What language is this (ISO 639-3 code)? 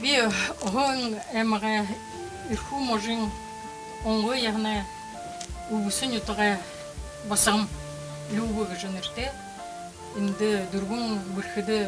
bua